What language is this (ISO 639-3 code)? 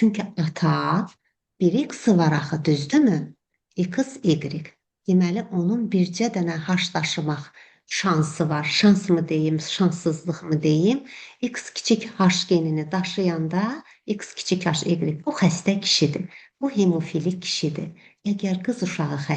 aze